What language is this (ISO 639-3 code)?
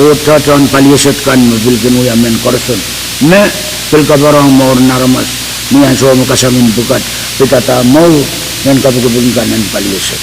pon